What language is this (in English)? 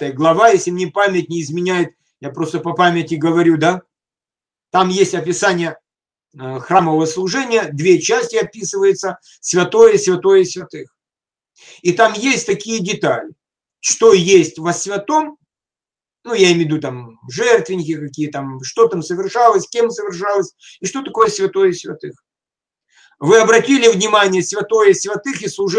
Russian